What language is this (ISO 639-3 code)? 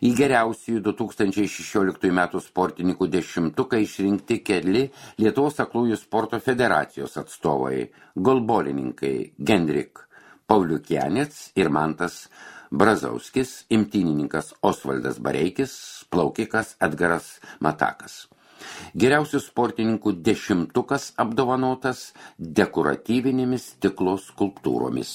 lit